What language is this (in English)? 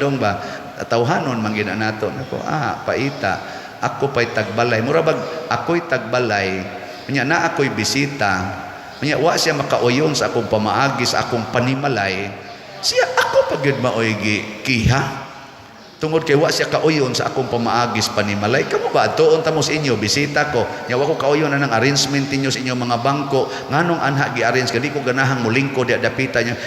Cebuano